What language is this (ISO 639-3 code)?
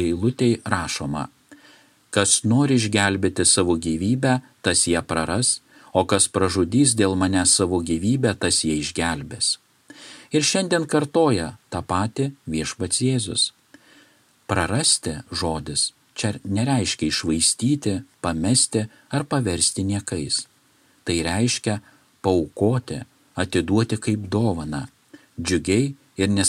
lit